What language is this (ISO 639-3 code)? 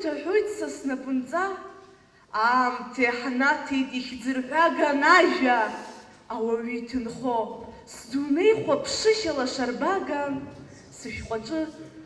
abk